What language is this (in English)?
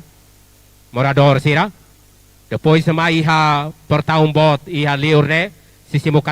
Tetum